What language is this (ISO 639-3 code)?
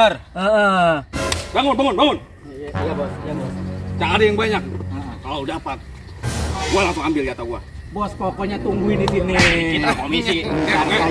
bew